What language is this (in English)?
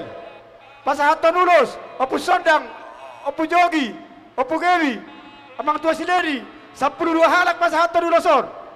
Batak Toba